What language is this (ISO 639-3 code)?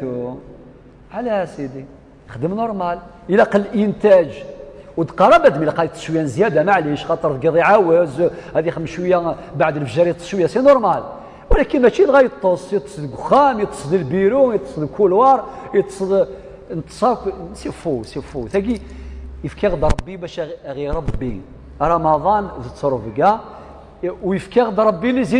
kab